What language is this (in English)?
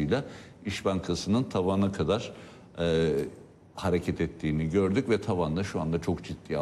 Turkish